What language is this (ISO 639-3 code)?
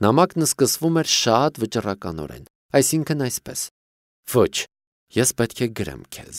hye